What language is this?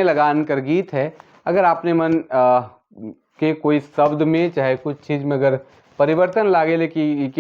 Sadri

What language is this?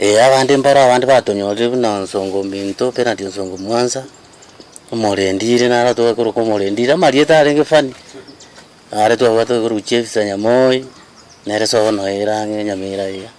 Gusii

